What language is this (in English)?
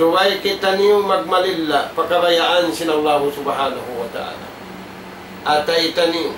Tausug